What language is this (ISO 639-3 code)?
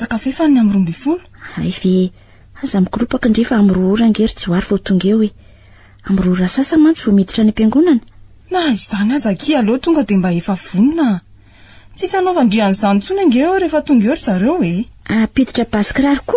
mlg